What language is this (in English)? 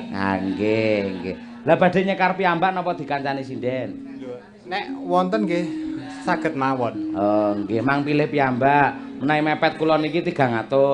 Javanese